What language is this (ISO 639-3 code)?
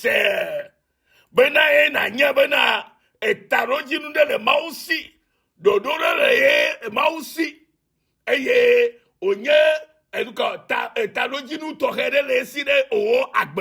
ewe